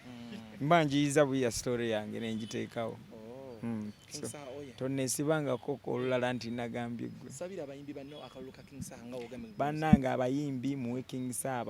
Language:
Ganda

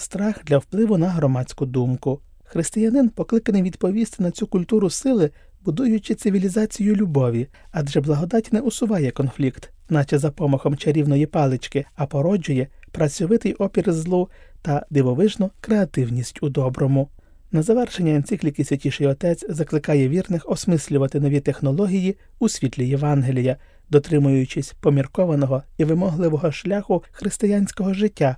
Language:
Ukrainian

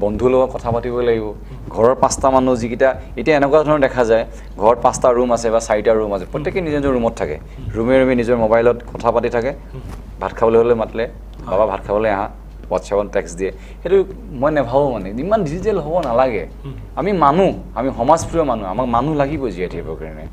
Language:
Assamese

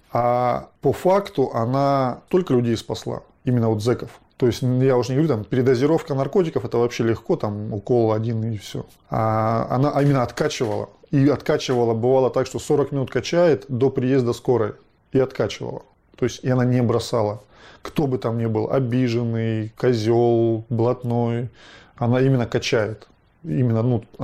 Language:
Russian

